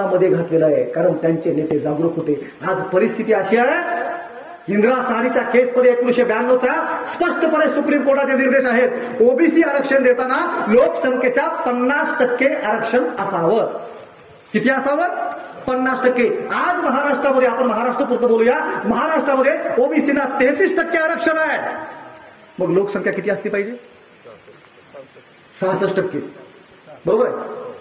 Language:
Marathi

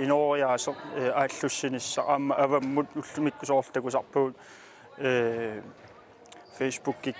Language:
Kalaallisut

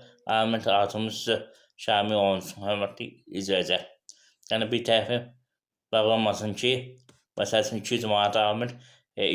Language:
Azerbaijani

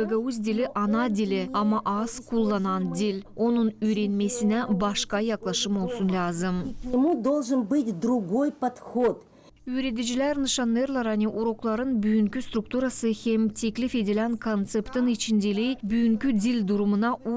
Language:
Gagauz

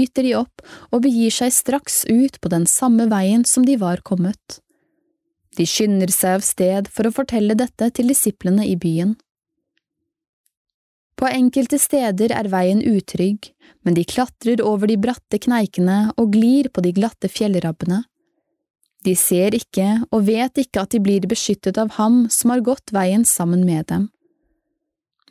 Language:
Norwegian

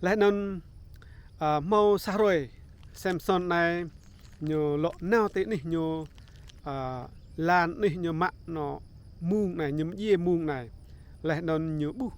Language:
Rade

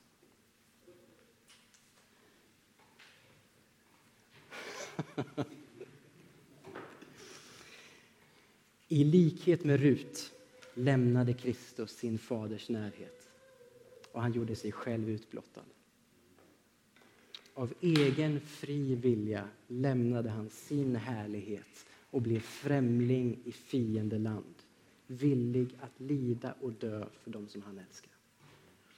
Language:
Swedish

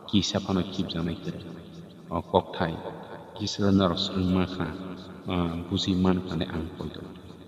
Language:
Kok Borok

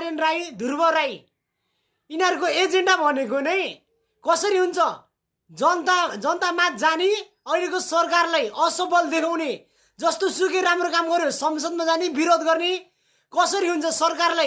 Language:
Nepali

